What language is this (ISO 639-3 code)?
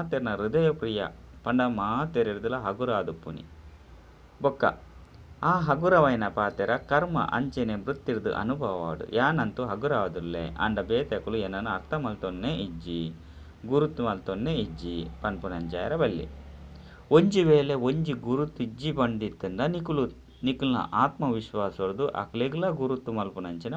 tcy